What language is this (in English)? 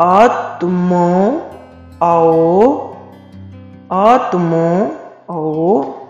Limbu